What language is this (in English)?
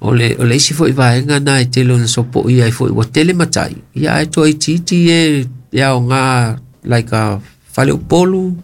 Samoan